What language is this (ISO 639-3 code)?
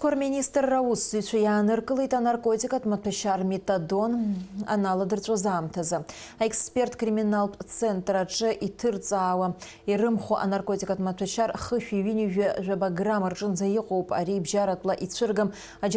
abk